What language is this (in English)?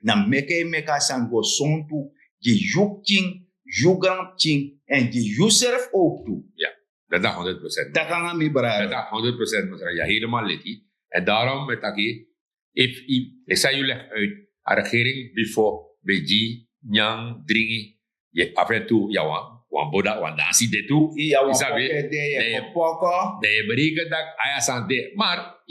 Sranan Tongo